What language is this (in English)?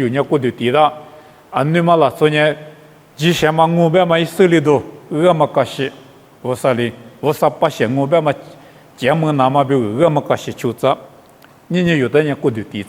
Lisu